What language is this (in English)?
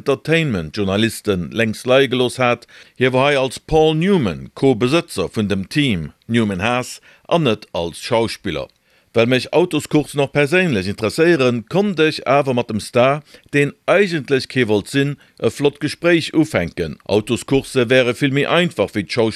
Luxembourgish